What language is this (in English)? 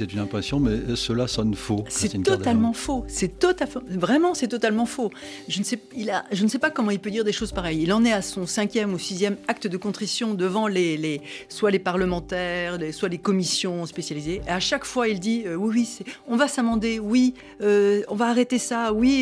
French